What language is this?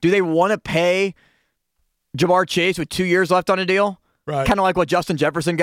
English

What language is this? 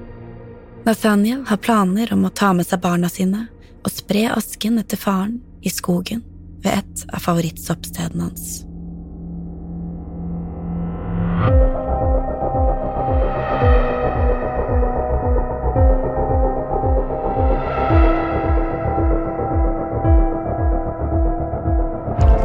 Norwegian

